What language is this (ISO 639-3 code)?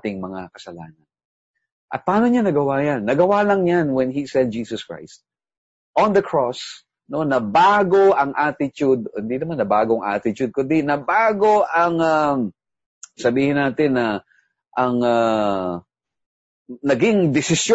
fil